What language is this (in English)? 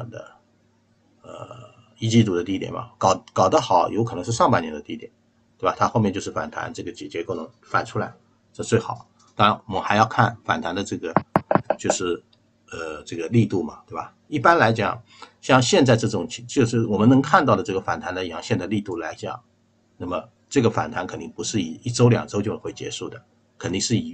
Chinese